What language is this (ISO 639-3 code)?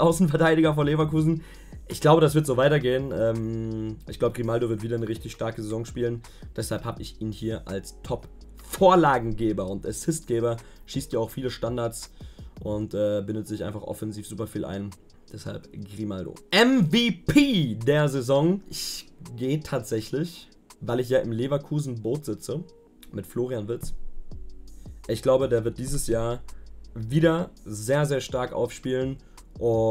deu